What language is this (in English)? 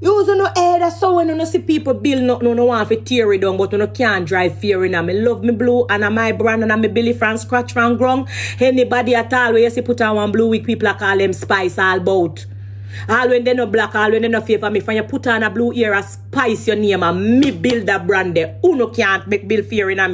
Jamaican Creole English